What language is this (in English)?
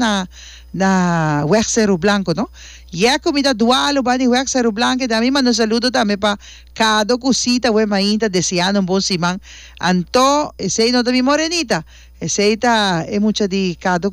Papiamento